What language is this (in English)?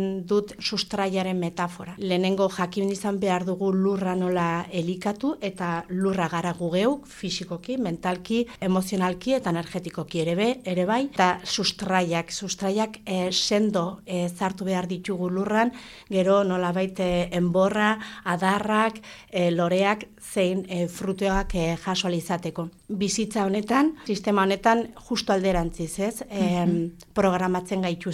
Basque